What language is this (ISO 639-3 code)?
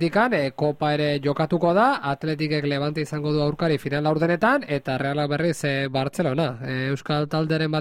eus